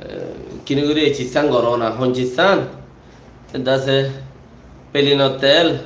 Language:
Rohingya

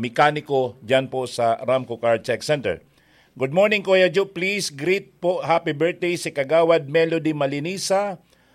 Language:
Bikol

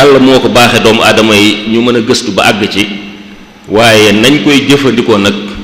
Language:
Wolof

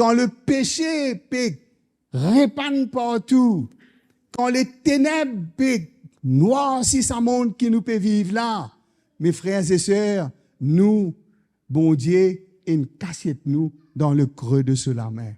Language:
Morisyen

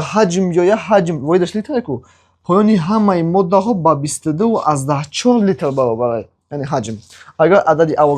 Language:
Tajik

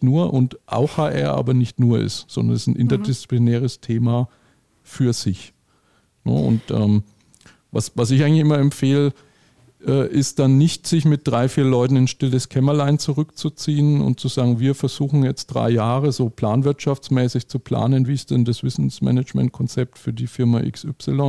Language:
German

